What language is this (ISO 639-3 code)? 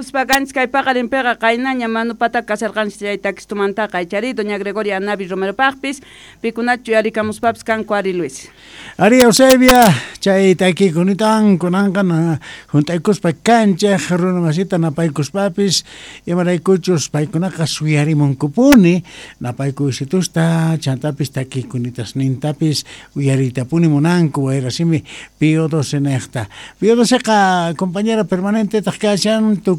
quh